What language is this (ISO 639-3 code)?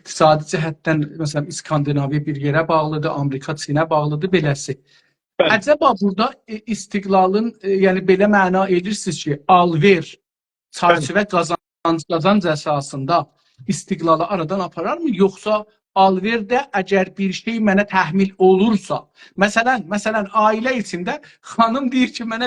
azb